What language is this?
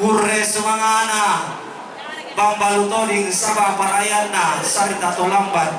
Toraja-Sa'dan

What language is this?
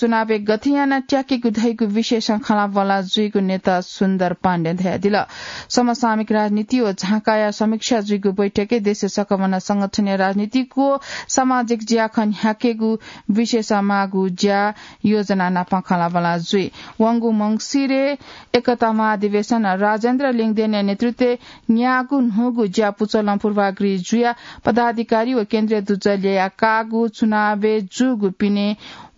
Newari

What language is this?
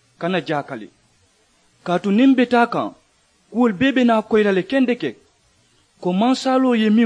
Mandingo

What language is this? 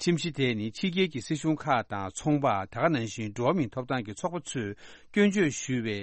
Tibetan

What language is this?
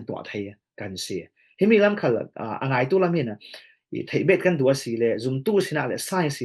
Falam Chin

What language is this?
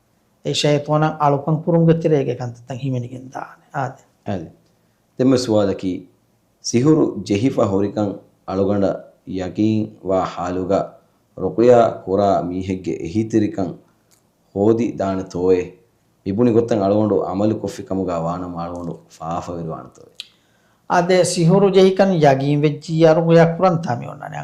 Divehi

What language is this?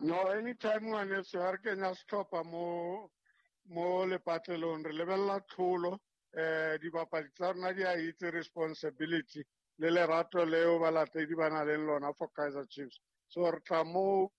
Southern Sotho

